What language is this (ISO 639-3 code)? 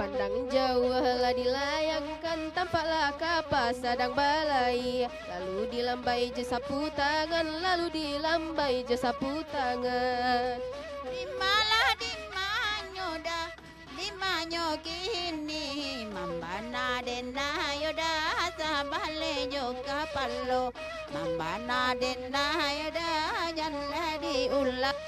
min